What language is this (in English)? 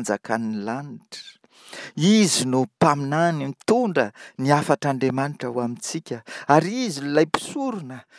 Malagasy